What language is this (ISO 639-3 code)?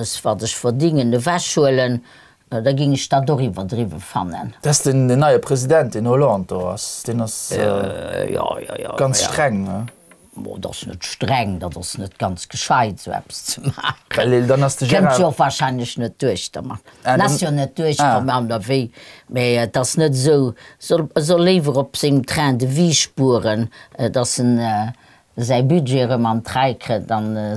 ltz